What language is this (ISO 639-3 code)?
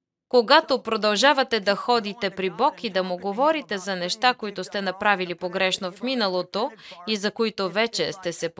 bul